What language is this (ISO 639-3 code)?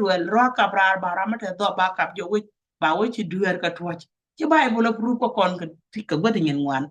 nus